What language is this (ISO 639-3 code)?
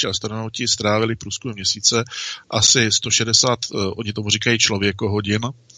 ces